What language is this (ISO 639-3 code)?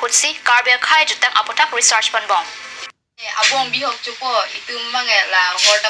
mjw